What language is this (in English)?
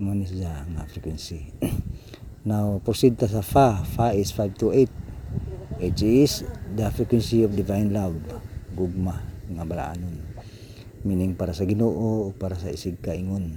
Cebuano